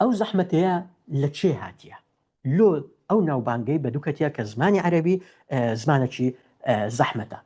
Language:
Central Kurdish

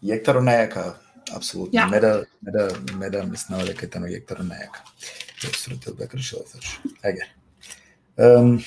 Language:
Balkan Romani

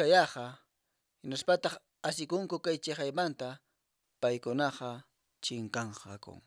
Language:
Quechua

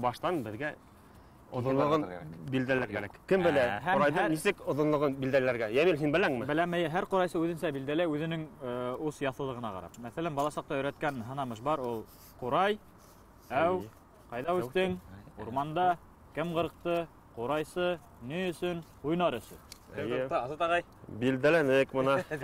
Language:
Bashkir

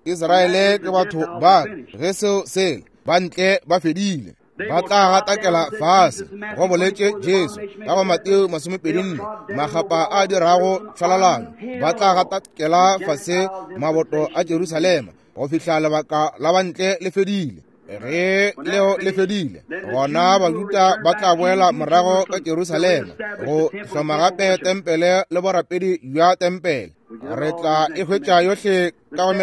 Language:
Northern Sotho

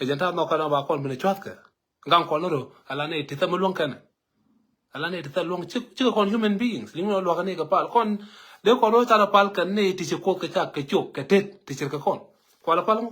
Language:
Nuer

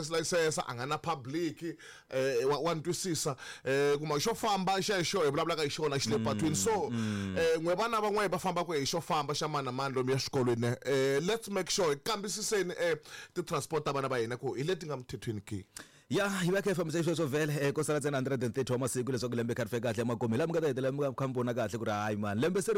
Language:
Tsonga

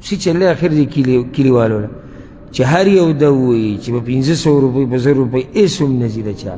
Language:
Pashto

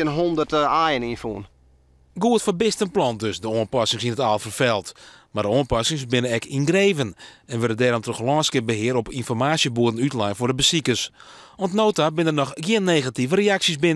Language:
Western Frisian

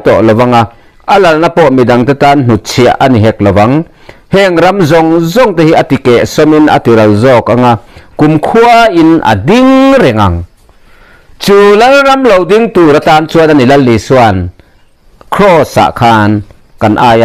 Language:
Mizo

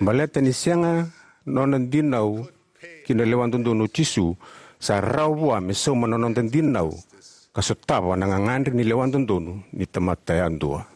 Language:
Fijian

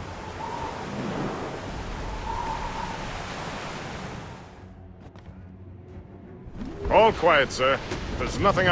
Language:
English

